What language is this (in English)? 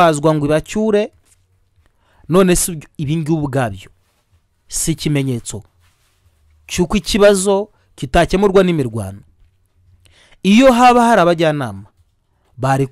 Kinyarwanda